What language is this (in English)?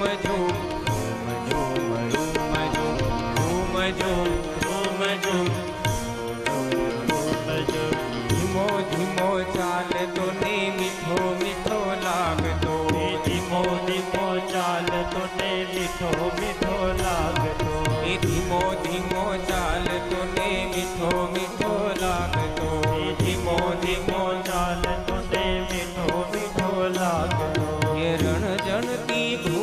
Gujarati